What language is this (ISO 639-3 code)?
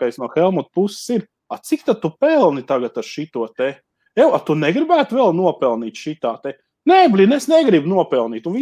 lav